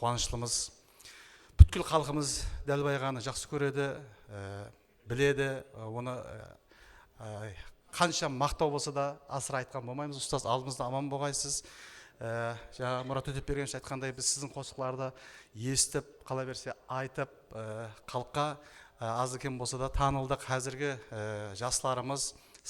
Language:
Kara-Kalpak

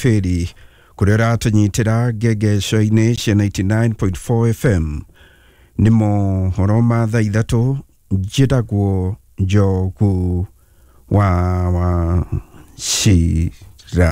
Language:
Kikuyu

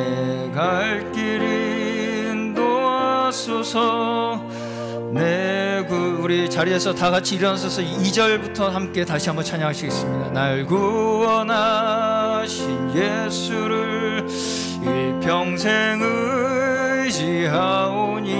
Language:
Korean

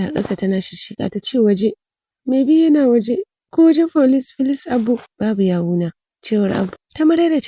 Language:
Hausa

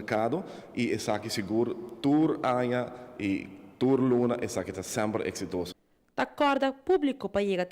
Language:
Papiamento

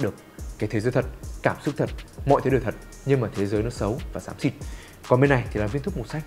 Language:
Vietnamese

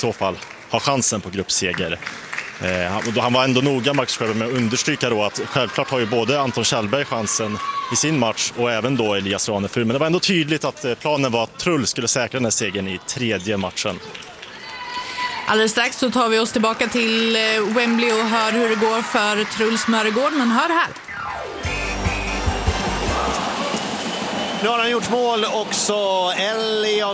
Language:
Swedish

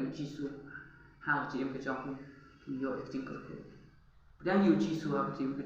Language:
Khasi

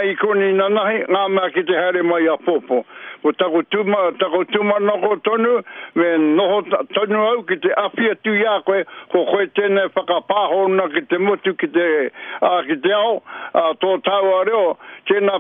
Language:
Māori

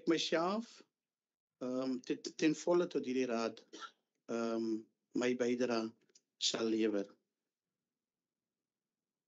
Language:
Afrikaans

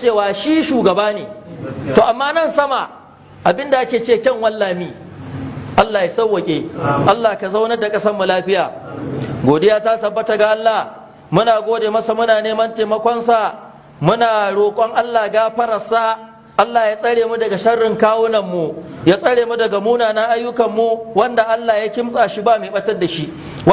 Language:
Hausa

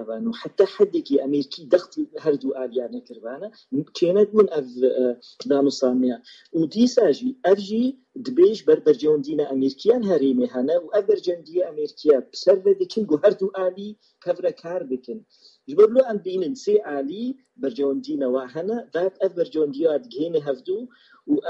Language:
Kurdish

